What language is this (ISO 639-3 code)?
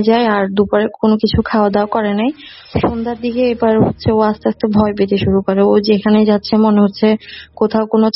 ben